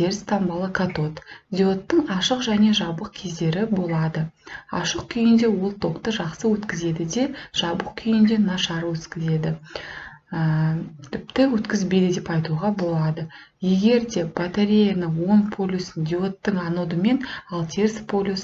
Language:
Kazakh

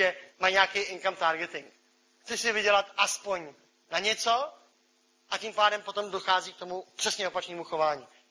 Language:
Czech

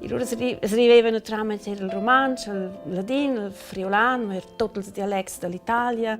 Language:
Romansh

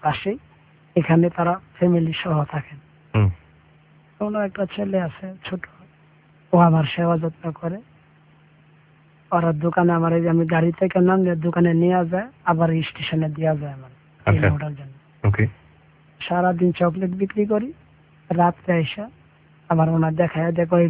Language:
Bangla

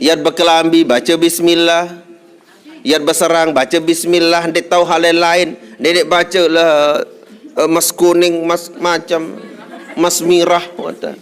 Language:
Sasak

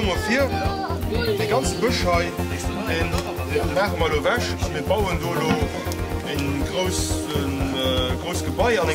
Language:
Luxembourgish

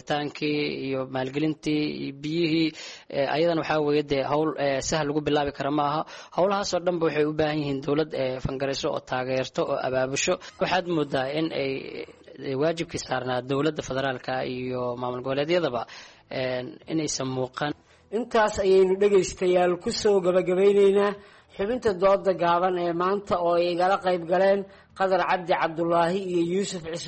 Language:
Somali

